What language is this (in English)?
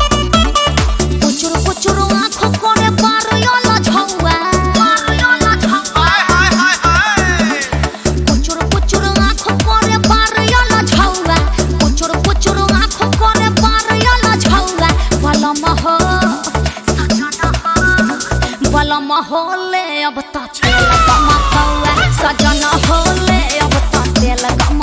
Bhojpuri